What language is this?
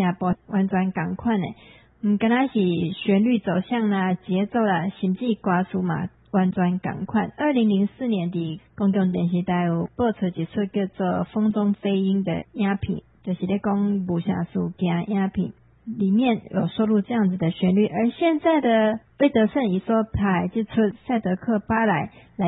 Min Nan Chinese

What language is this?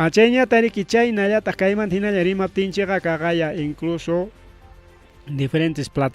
Ayacucho Quechua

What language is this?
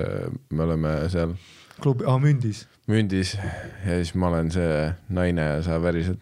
Estonian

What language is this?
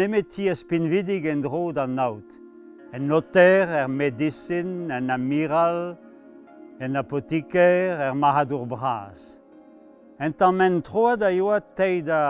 Breton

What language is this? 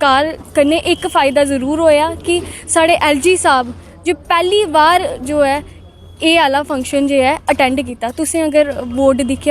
Dogri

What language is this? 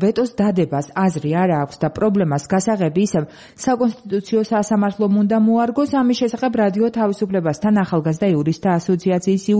Georgian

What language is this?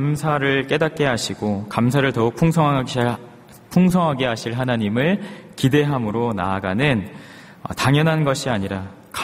Korean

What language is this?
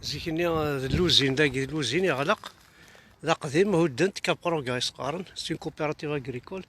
Kabyle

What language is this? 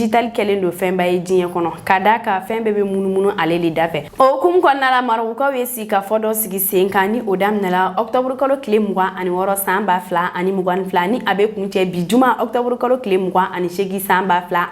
Bambara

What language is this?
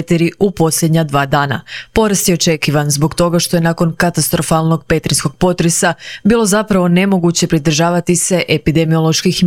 Croatian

